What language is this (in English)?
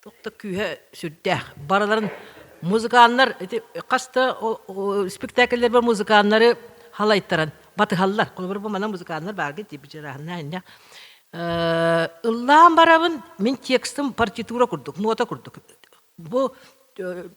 Yakut